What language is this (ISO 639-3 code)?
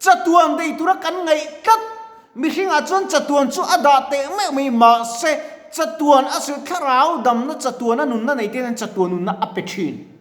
lus